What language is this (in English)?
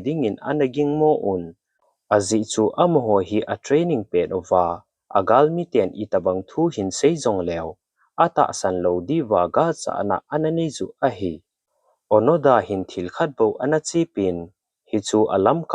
Thado Chin